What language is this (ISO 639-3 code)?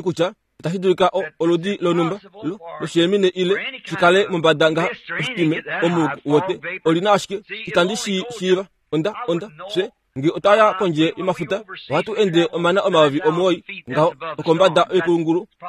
kua